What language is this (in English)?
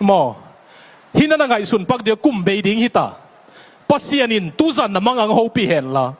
Tedim Chin